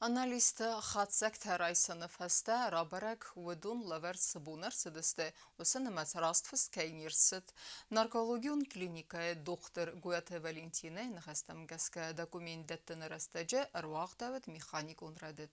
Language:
Ossetic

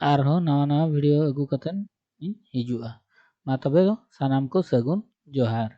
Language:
Santali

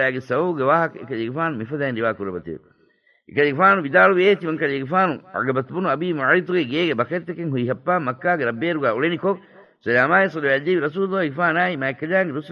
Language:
Divehi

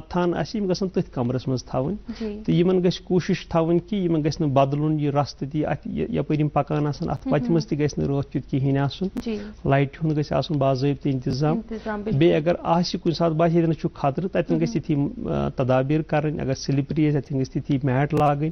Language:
Kashmiri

